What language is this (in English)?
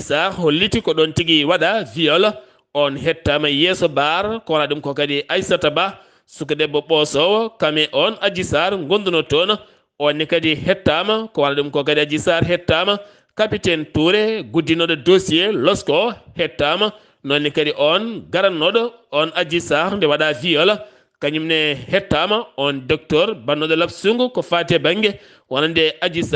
Fula